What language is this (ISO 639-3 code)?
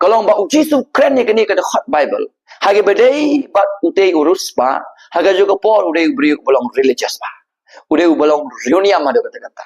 kha